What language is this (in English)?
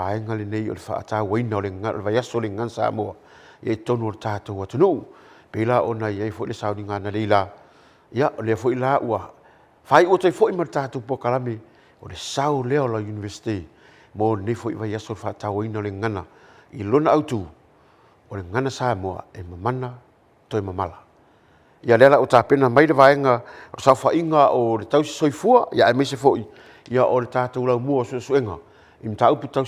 Samoan